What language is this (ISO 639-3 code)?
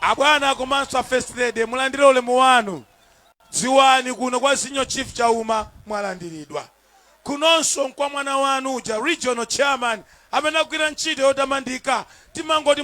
nya